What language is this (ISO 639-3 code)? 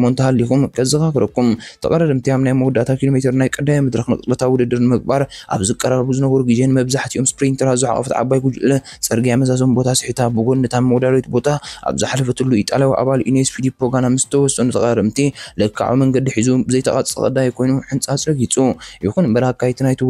tir